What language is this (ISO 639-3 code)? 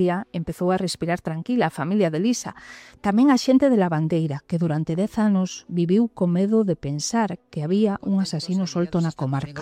glg